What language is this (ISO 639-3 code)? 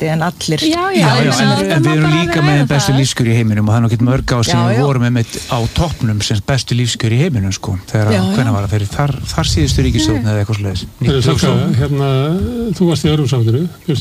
isl